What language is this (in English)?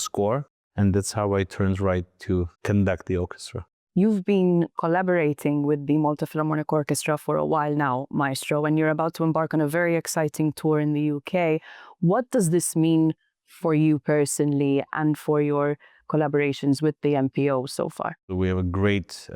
English